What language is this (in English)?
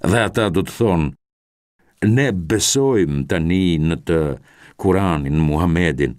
Albanian